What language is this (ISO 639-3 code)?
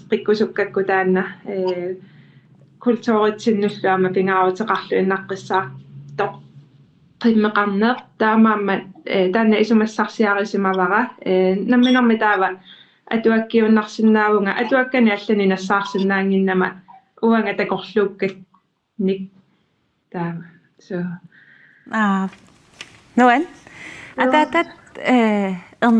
kal